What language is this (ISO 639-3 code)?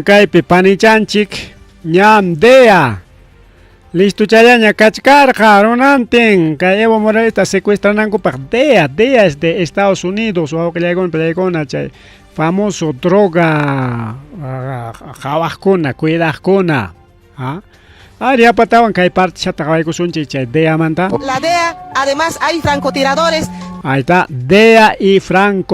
quy